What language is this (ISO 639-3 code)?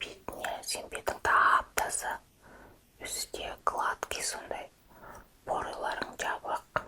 kaz